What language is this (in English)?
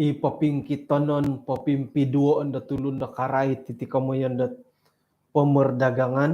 Central Dusun